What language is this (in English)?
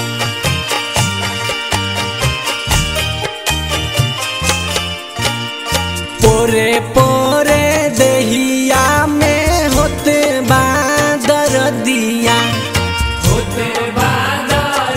Bhojpuri